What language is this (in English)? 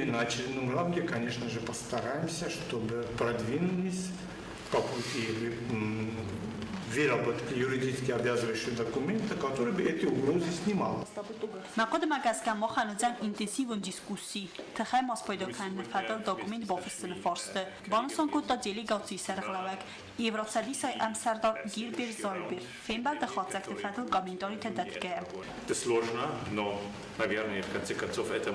Ossetic